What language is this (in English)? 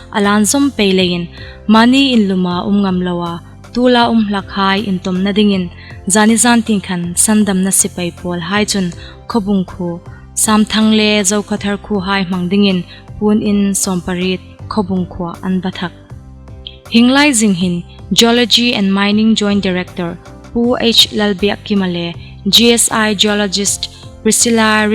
Hmar